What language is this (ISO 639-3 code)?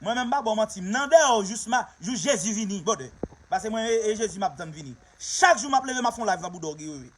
hat